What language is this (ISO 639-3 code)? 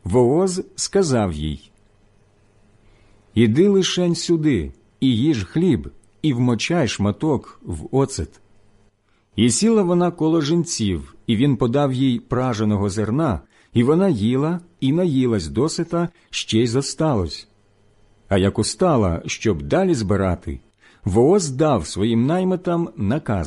ukr